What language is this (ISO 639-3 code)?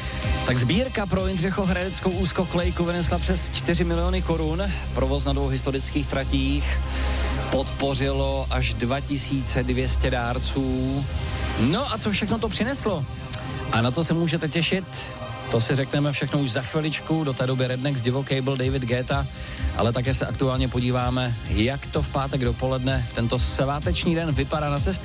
ces